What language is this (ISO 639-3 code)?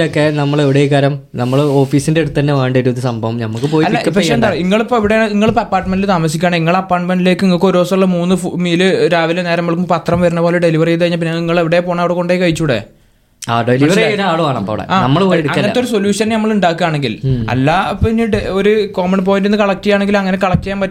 mal